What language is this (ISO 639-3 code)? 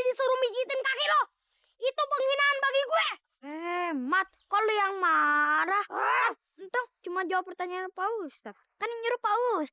bew